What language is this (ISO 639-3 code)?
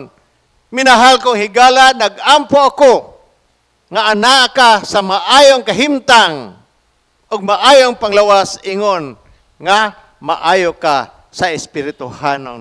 ceb